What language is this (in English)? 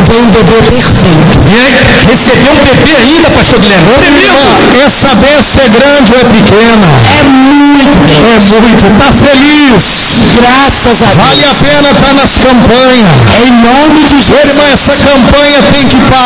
Portuguese